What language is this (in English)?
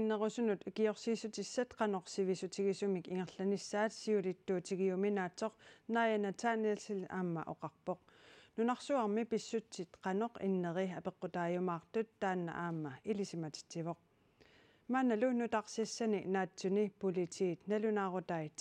Kalaallisut